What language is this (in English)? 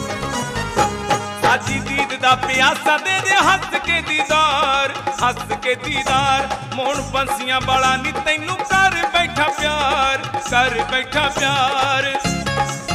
Punjabi